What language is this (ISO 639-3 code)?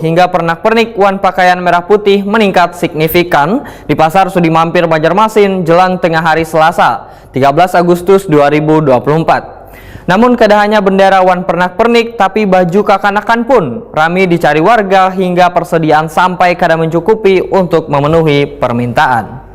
bjn